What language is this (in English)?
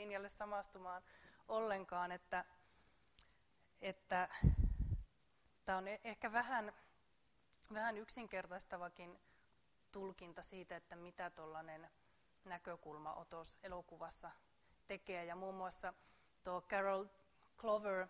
Finnish